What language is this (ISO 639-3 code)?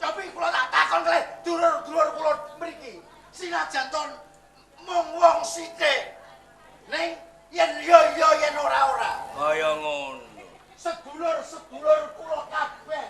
jav